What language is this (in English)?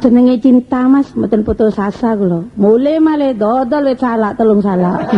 Javanese